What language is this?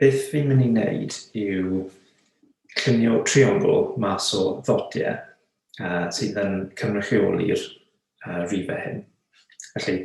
Welsh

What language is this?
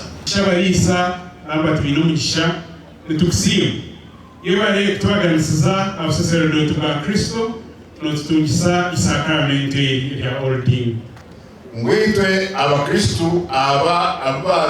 Nyankole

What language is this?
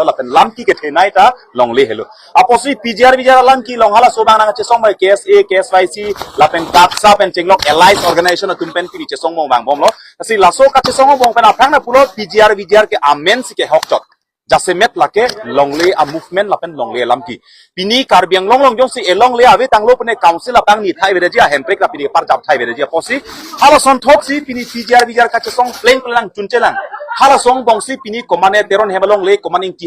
Karbi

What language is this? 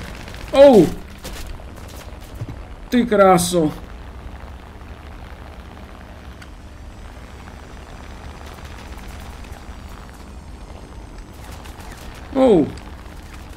Czech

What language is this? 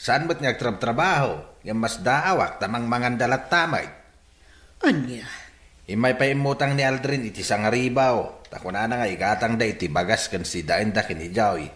Iloko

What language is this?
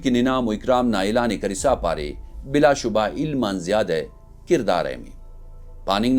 Brahui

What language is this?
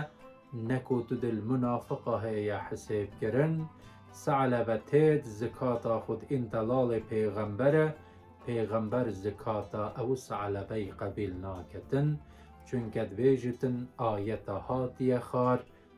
Kurdish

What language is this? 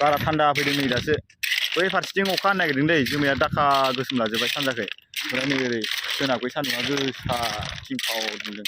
Bodo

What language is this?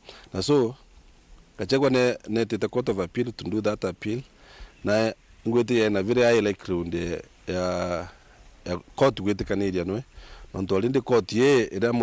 Meru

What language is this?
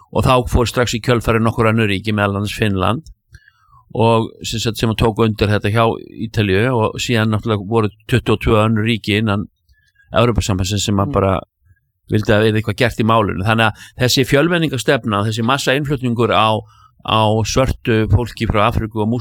Icelandic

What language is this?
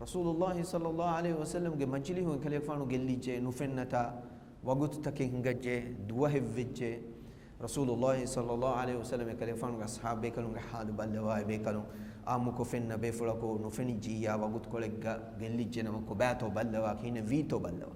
Divehi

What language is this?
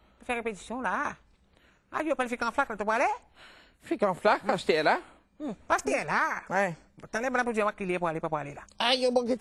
Morisyen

